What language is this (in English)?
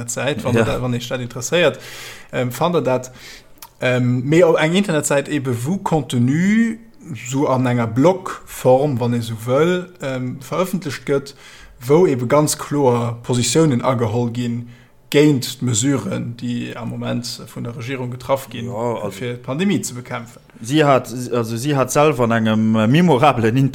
Luxembourgish